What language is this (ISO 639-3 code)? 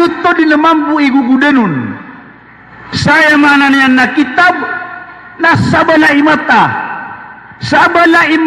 mrw